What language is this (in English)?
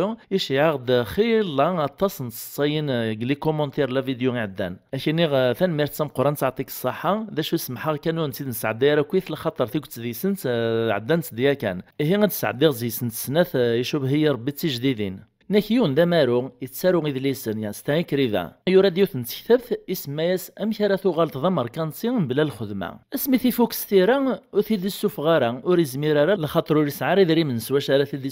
Kabyle